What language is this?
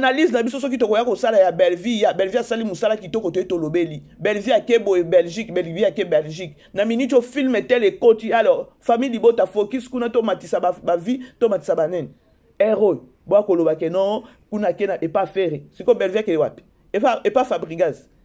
Lingala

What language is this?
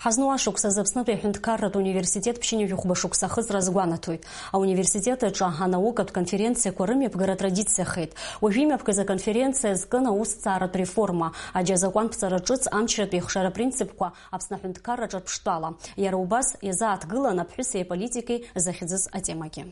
Abkhazian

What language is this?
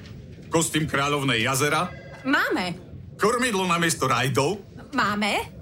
Slovak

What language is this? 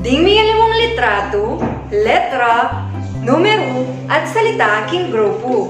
Pampanga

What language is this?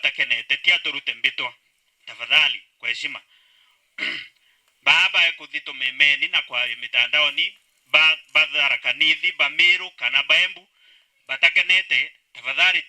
Meru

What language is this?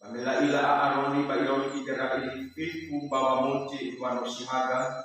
Nias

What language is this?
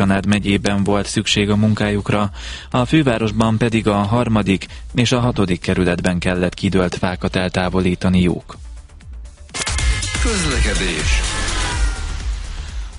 Hungarian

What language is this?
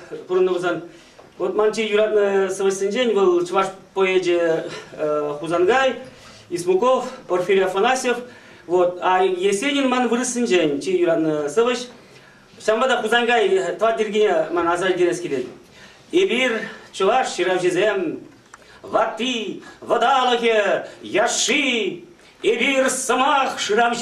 Chuvash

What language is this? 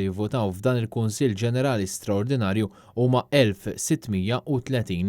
Maltese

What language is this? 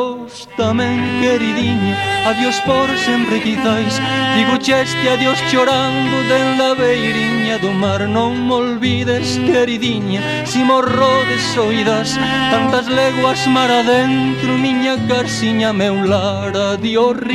Galician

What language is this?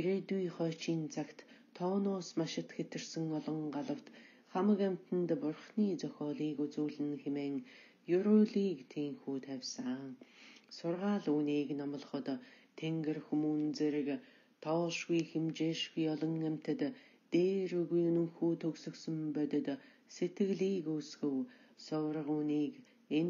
Mongolian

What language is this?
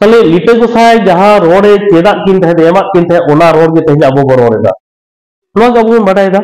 Santali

